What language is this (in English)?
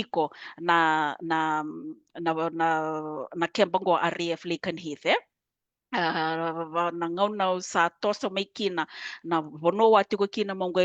Fijian